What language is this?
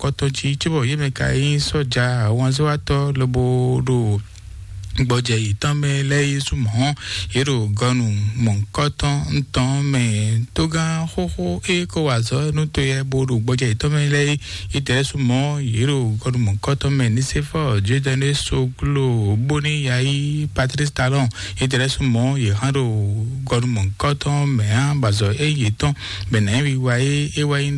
Fon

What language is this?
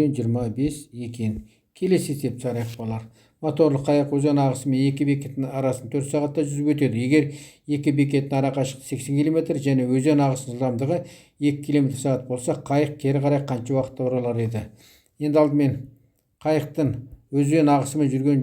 Kazakh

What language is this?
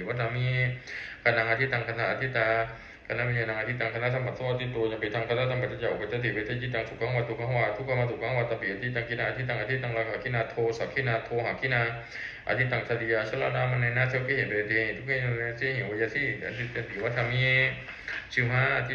Pali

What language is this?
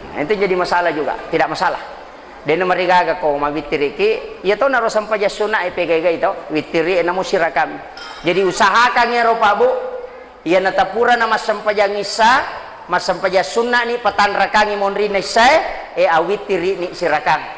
Buginese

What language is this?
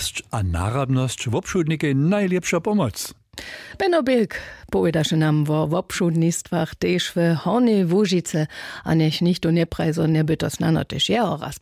Upper Sorbian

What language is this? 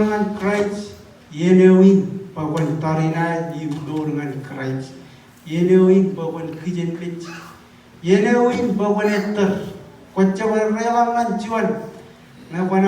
Marshallese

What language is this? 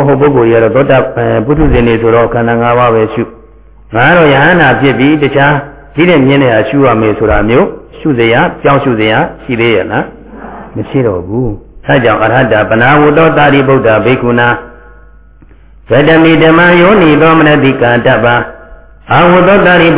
Burmese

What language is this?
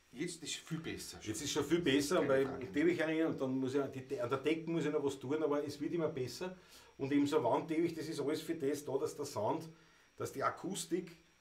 Bavarian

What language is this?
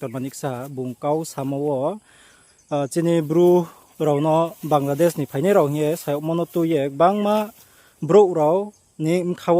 Riang (India)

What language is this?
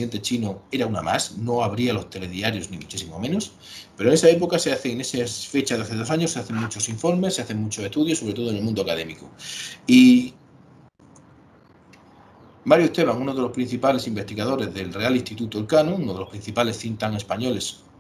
Spanish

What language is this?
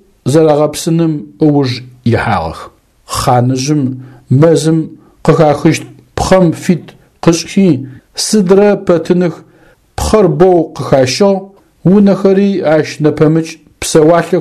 Adyghe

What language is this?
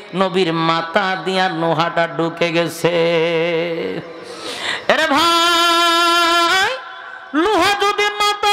Bangla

